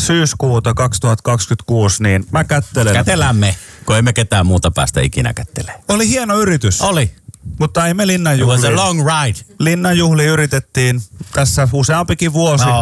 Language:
Finnish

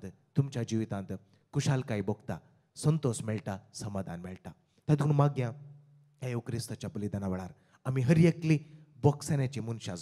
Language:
Konkani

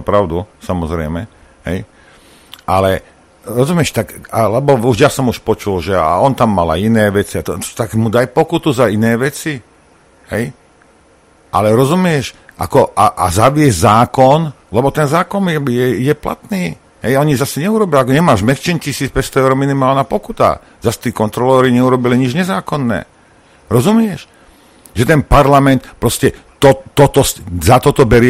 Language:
Slovak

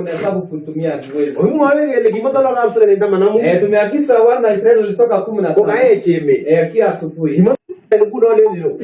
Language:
Kalenjin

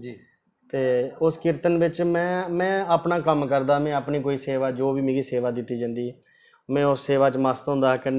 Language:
Dogri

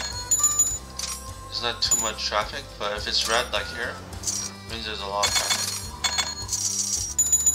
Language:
English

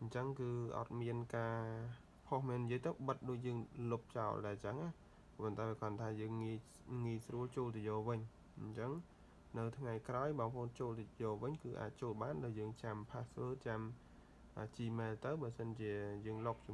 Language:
Khmer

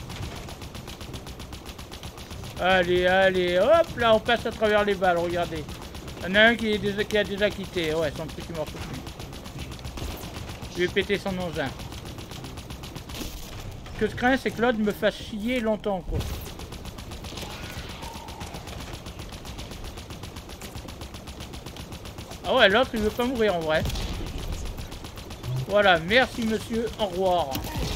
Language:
French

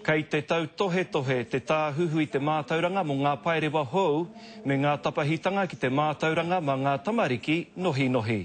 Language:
Māori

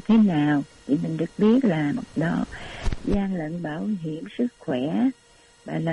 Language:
Vietnamese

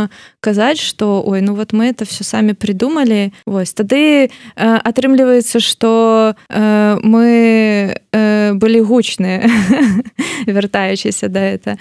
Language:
Belarusian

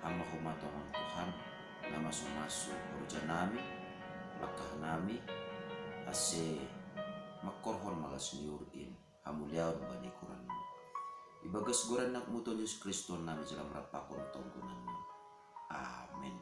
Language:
Batak Simalungun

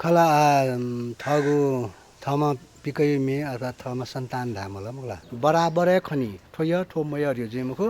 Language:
Newari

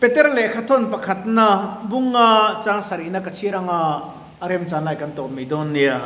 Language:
Mizo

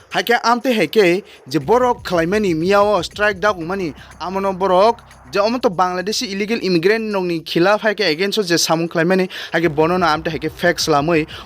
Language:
Kok Borok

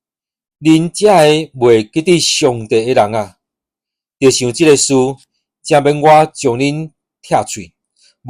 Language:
Min Nan Chinese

